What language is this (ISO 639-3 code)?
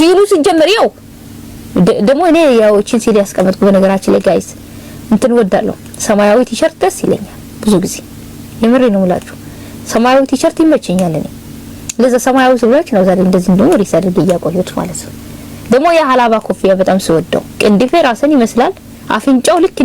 amh